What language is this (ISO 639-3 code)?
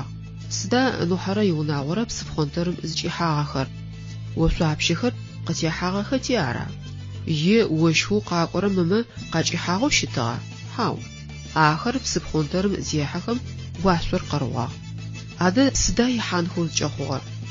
ady